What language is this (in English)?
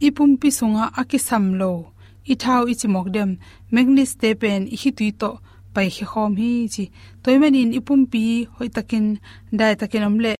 Tedim Chin